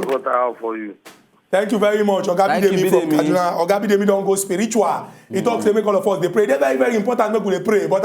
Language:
Nigerian Pidgin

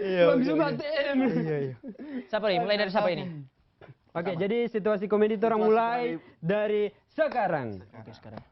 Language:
Manado Malay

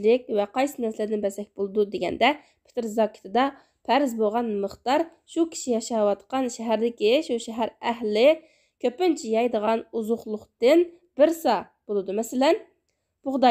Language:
Uyghur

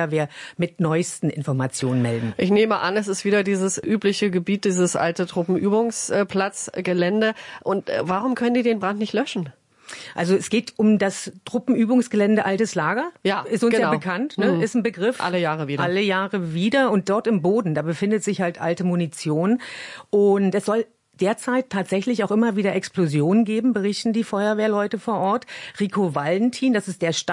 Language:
German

